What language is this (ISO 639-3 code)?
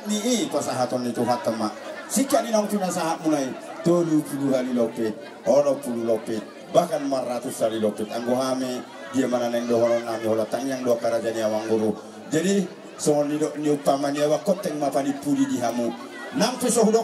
bbc